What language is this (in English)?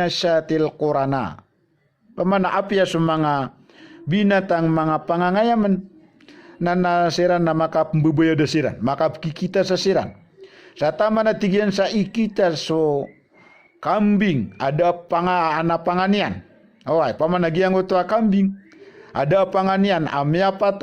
Maranao